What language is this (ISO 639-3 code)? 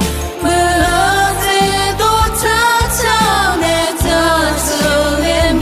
ahk